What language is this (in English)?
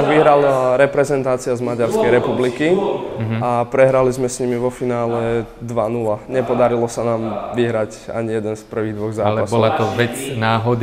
Slovak